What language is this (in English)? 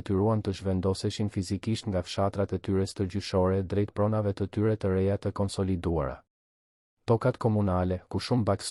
Albanian